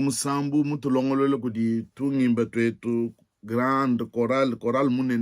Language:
Luba-Lulua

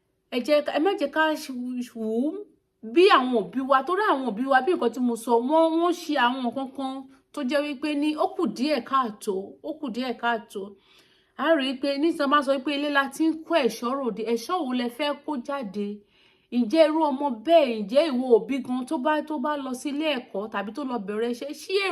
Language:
Yoruba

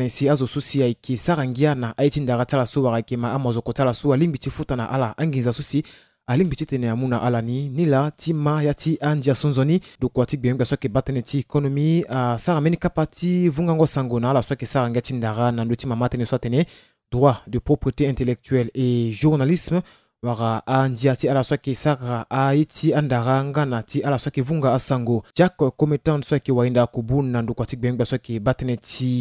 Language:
Sango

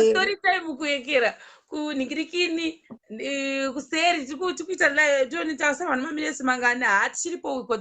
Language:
Shona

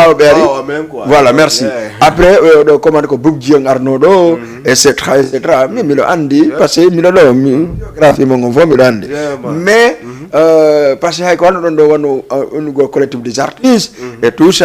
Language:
Fula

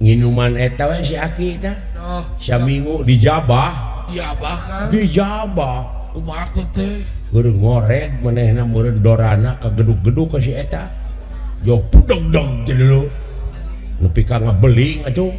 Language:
Sundanese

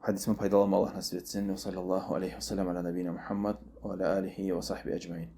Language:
Kumyk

